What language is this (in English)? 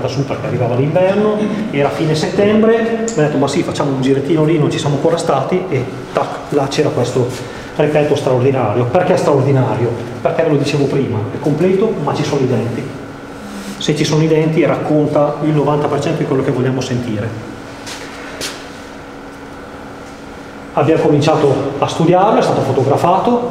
Italian